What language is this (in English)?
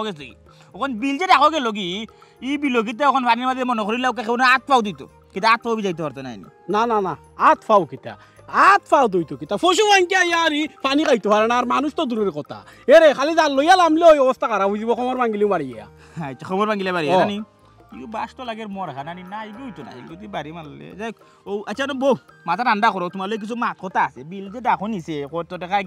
Sylheti